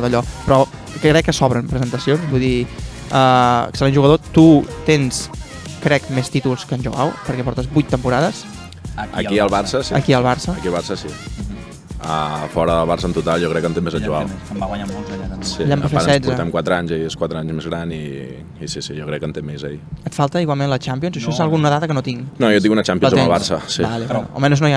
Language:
Catalan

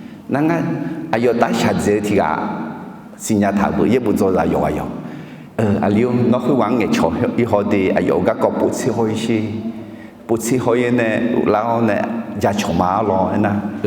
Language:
Akha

